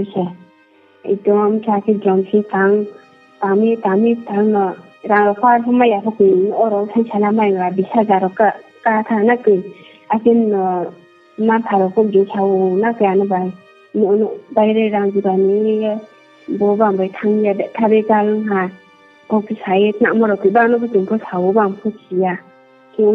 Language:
Riang (India)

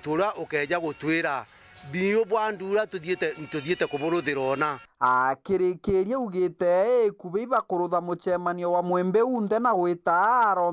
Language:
Meru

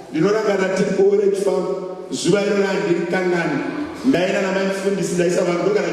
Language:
Shona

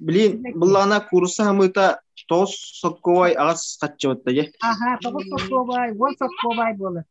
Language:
Yakut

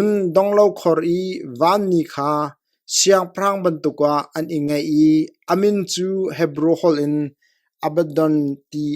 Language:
Hakha Chin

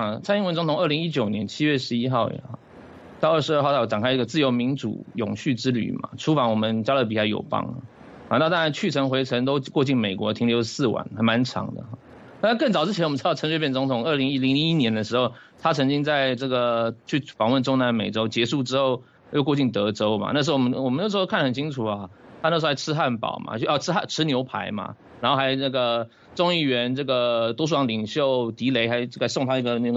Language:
Chinese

